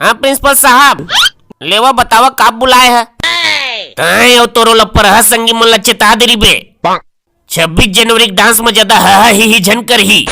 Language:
Chhattisgarhi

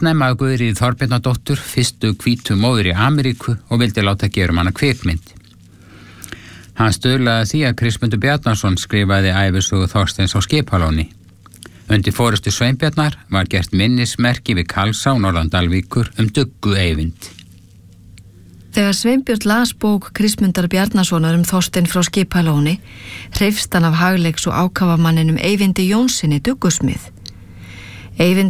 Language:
Icelandic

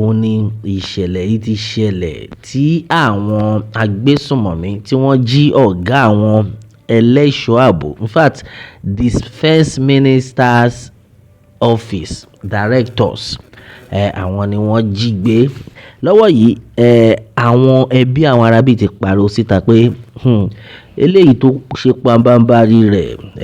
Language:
Yoruba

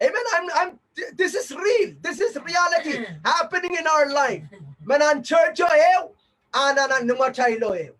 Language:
Pohnpeian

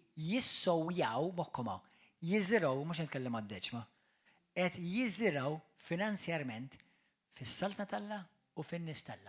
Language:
Maltese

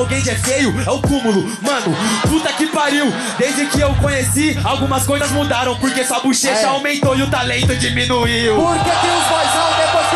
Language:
Portuguese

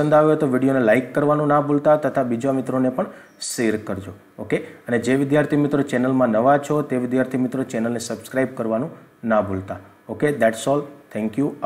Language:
Gujarati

